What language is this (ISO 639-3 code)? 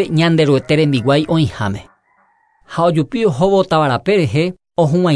grn